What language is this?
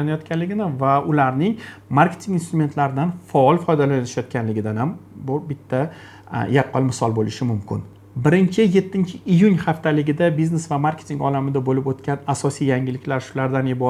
Uzbek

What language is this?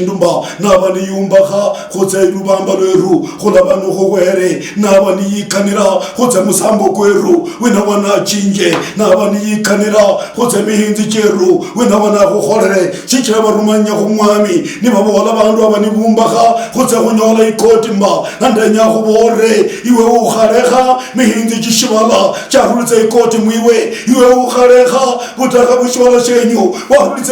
Luyia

